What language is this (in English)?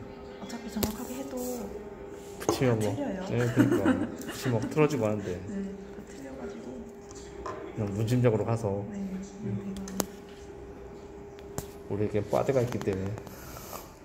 Korean